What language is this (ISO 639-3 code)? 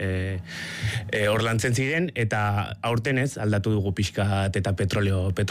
eus